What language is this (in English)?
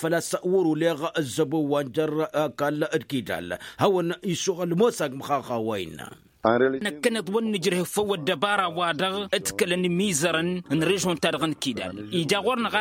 Tamasheq